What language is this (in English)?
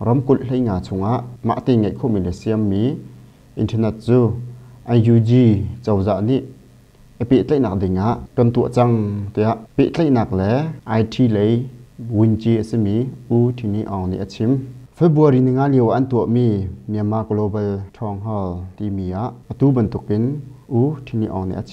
Hakha Chin